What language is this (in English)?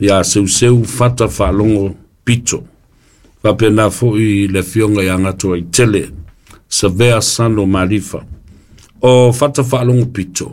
Samoan